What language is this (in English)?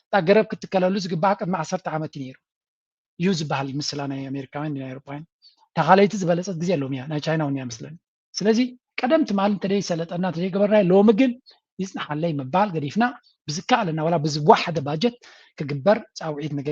Tigrinya